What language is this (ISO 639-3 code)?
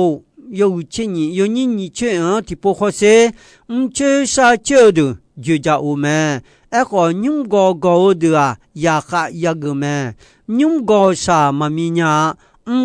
ahk